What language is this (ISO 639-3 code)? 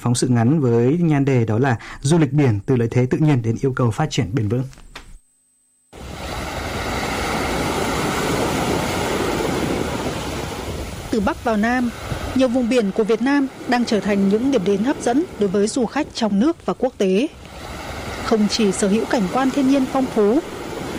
vie